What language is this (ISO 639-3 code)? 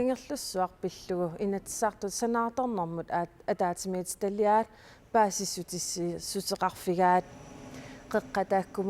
kal